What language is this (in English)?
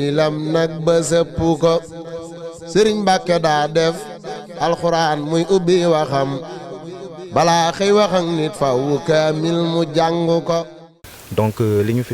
Wolof